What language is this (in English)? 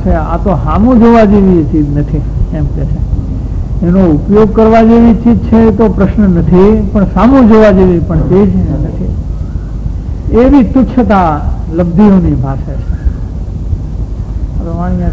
Gujarati